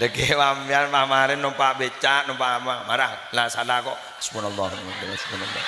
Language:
Madurese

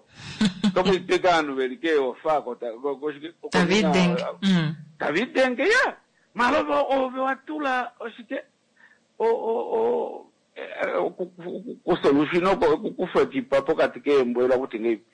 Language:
Kuanyama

